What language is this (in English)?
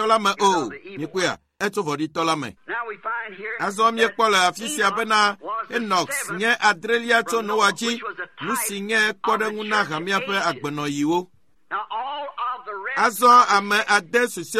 Ewe